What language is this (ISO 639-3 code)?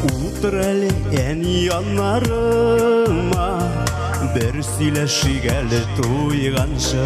bak